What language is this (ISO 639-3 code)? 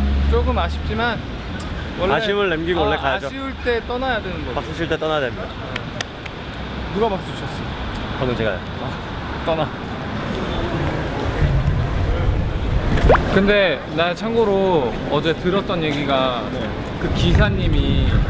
kor